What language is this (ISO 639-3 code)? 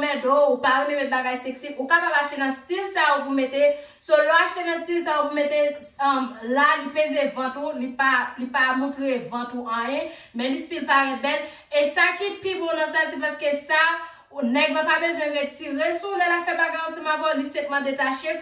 hat